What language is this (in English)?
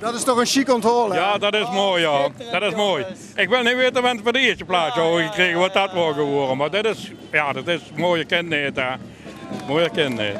Limburgish